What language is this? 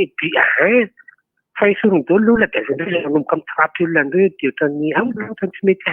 Malagasy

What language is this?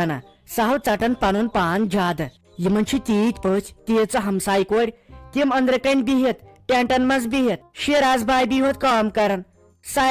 Kashmiri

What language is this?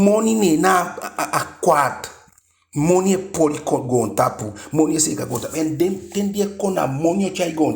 Eastern Maroon Creole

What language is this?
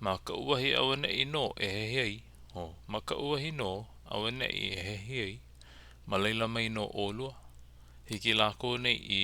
Hawaiian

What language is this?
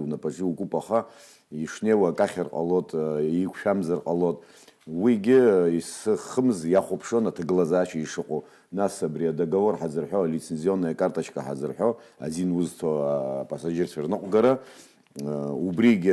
Abkhazian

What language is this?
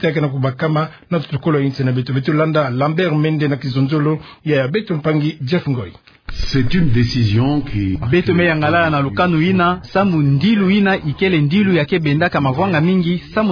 Kituba (Democratic Republic of Congo)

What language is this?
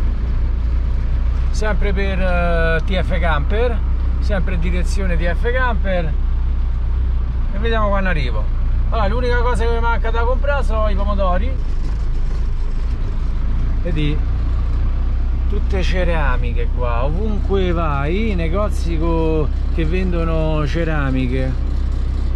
Italian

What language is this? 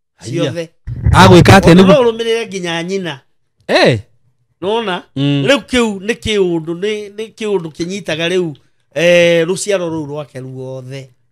Kikuyu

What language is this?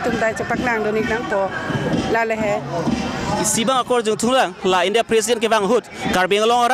Karbi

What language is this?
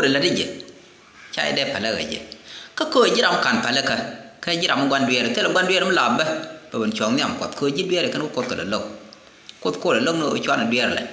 Nuer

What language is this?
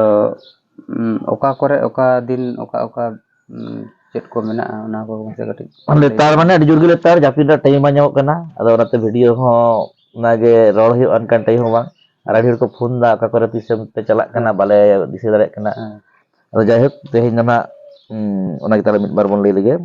Santali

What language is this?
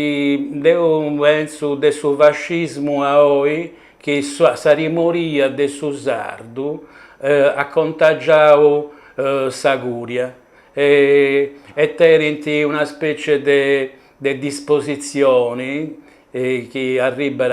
Sardinian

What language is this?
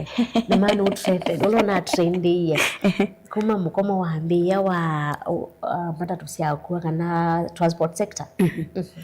Kamba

